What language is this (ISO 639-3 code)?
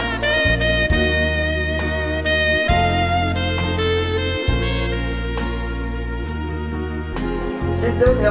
vie